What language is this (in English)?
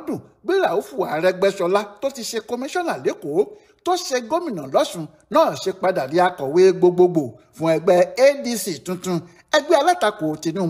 Yoruba